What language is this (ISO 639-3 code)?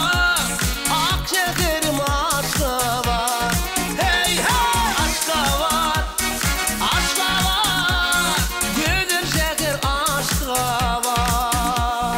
tuk